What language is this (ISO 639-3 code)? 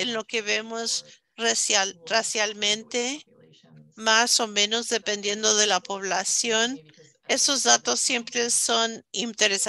spa